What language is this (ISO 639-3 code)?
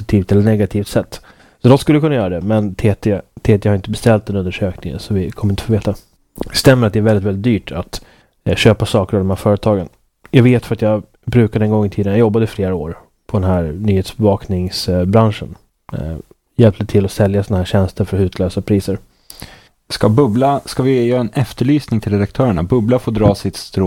swe